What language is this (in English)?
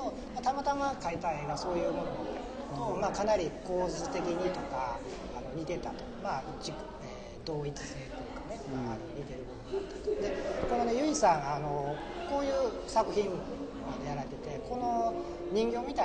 Japanese